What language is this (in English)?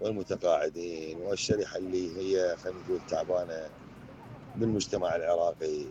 Mesopotamian Arabic